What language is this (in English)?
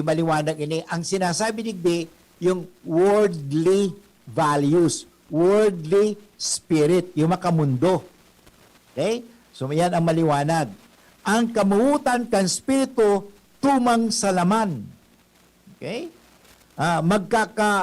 Bikol